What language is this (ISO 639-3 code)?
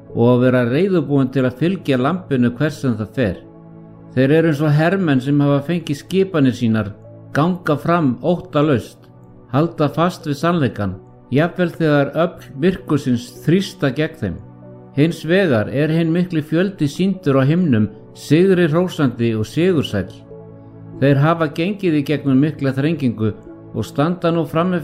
isl